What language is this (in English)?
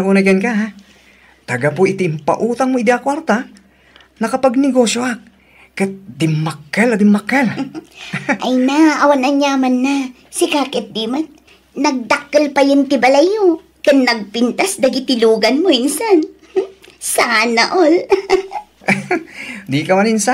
Iloko